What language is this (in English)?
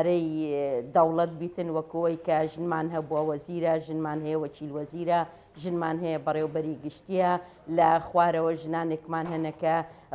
Central Kurdish